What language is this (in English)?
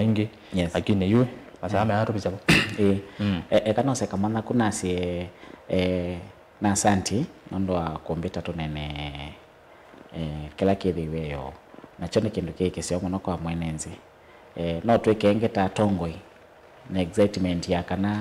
Kamba